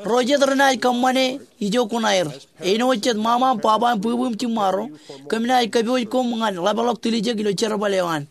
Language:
Marshallese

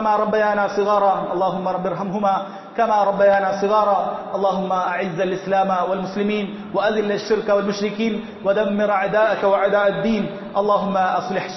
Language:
Malayalam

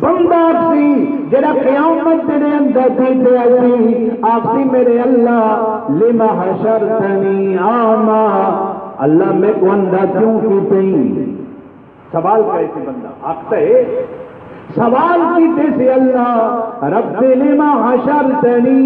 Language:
Saraiki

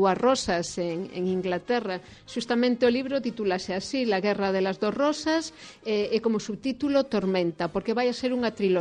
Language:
Galician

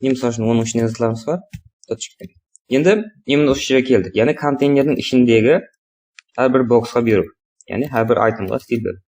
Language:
Kara-Kalpak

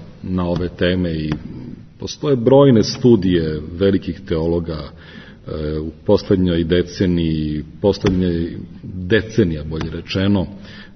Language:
Serbian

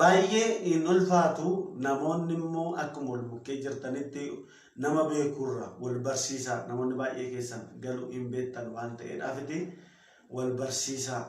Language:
Oromo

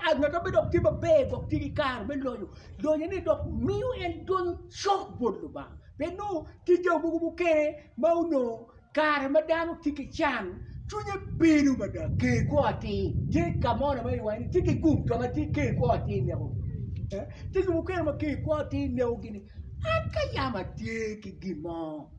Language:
Acoli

